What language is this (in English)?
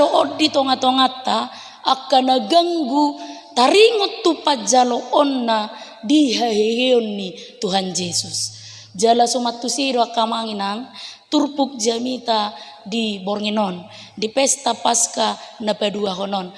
Batak Toba